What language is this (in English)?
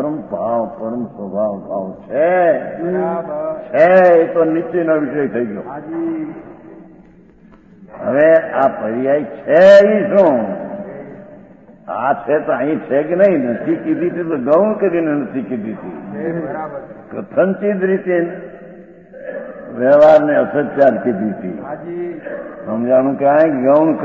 Gujarati